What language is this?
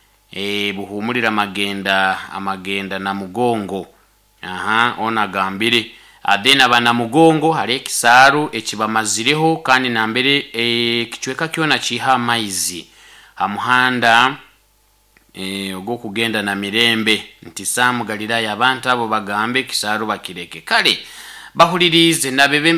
Nyoro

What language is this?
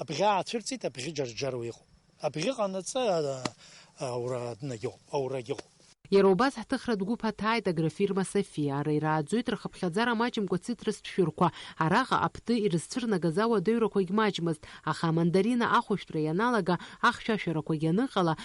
Abkhazian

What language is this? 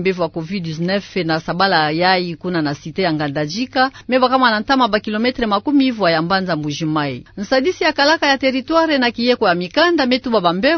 Kituba (Democratic Republic of Congo)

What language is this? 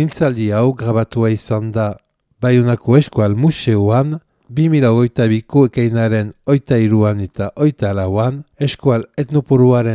Basque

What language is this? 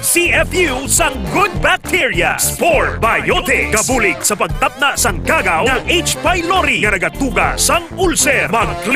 Hiligaynon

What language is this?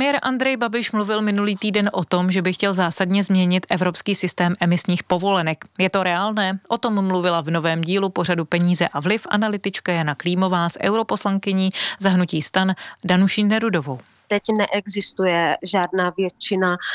Czech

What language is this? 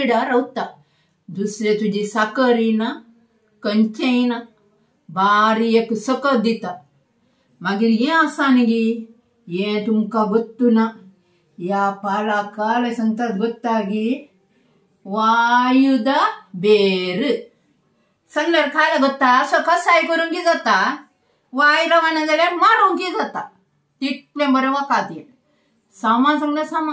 Konkani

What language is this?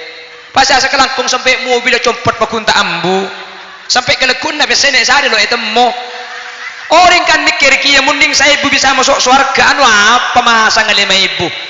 Madurese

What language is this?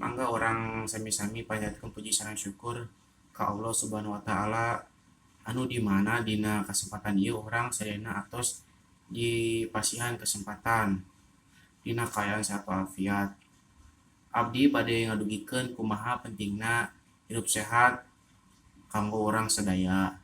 Sundanese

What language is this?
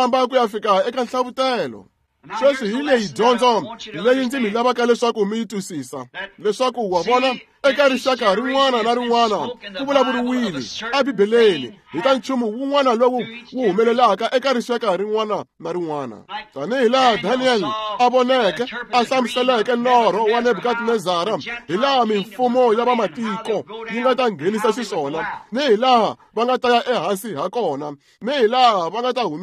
Tsonga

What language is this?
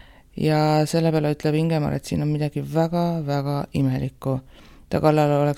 Estonian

